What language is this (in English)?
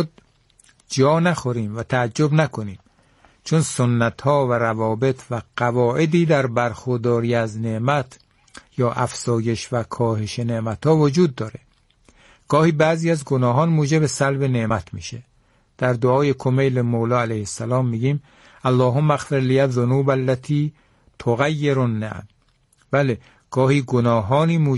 Persian